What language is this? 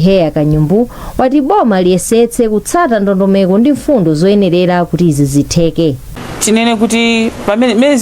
Nyanja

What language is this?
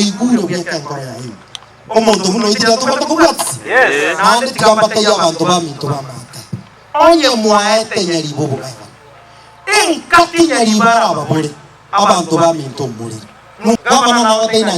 Gusii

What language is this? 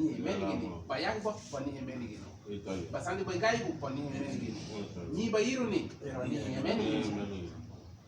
Garifuna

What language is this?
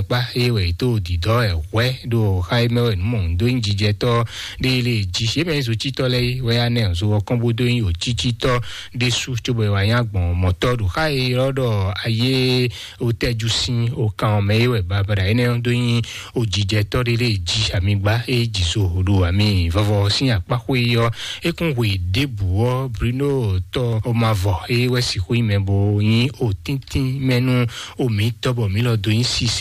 Fon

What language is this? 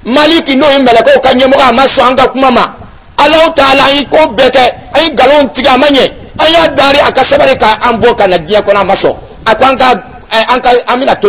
Dyula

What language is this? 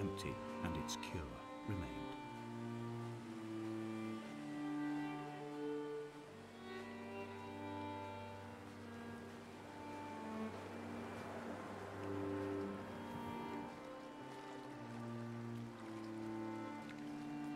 English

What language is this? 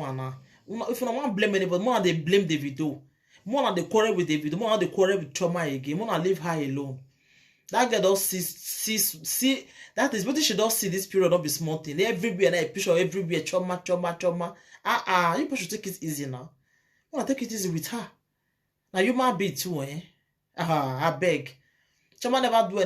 Nigerian Pidgin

